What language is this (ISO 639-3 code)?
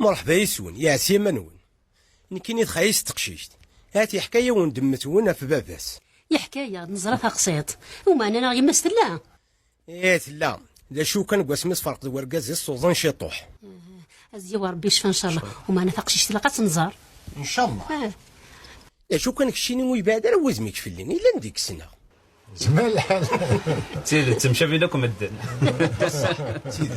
kab